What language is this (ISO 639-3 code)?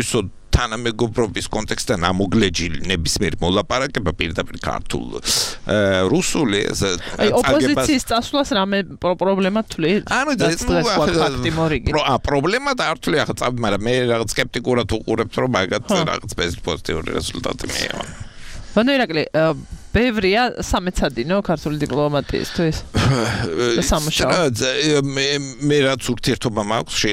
kat